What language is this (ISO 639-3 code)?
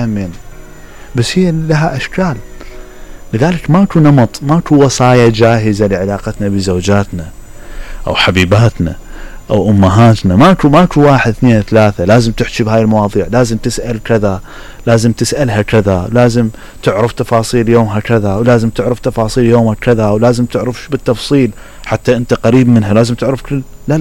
acm